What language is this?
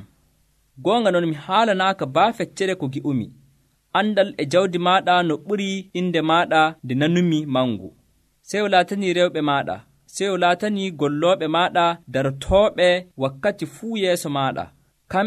Nigerian Fulfulde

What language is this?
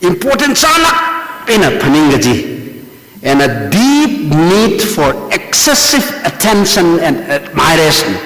Tangkhul Naga (India)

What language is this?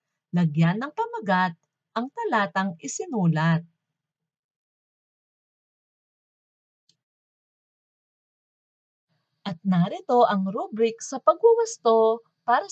Filipino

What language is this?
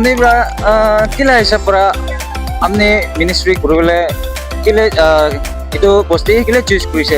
Naga Pidgin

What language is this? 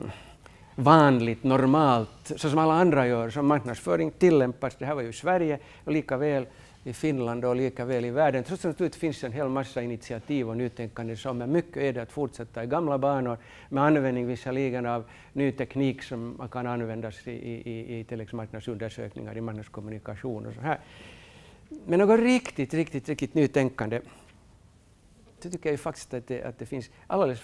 Swedish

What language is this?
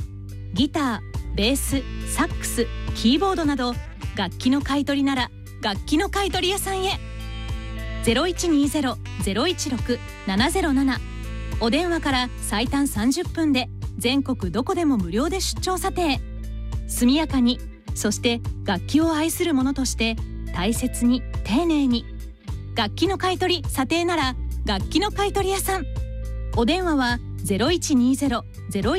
Japanese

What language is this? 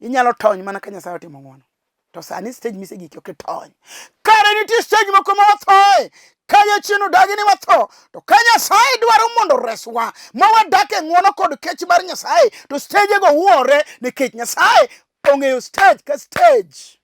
Luo (Kenya and Tanzania)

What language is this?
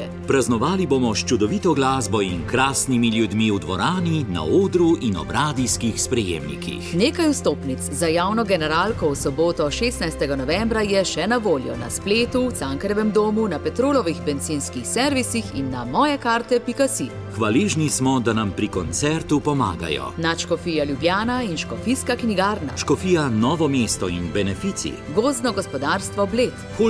Slovenian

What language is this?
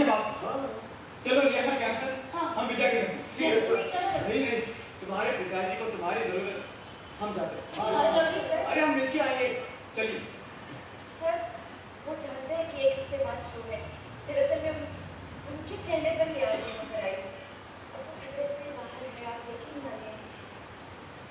Hindi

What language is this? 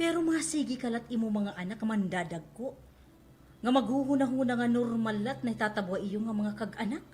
Waray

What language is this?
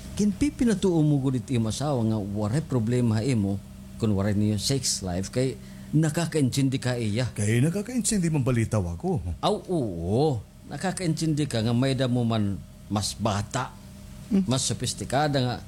Waray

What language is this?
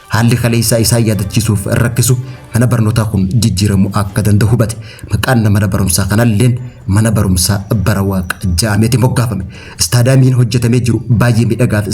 Oromo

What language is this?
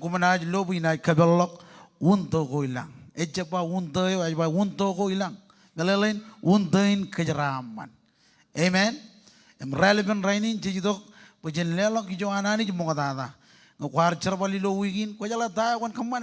Marshallese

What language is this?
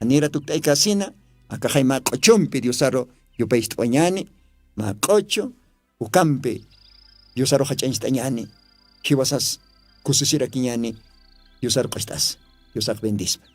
Aymara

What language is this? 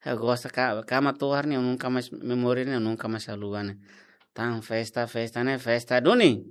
Tetum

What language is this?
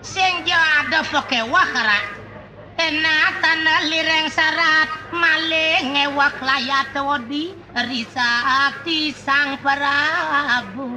Balinese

